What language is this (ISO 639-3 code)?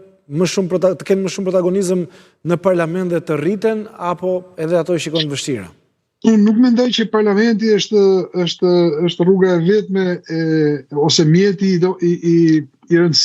sqi